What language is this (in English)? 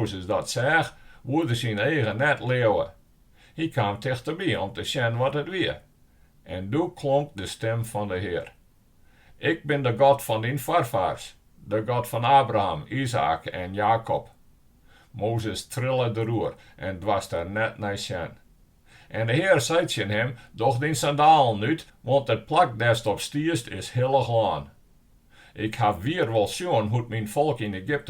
Western Frisian